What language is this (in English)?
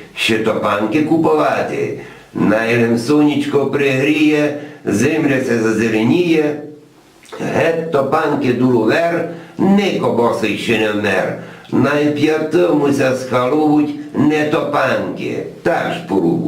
Rusyn